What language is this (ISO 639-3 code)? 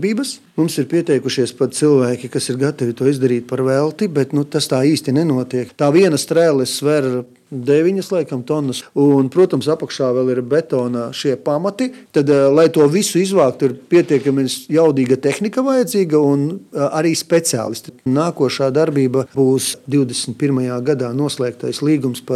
lav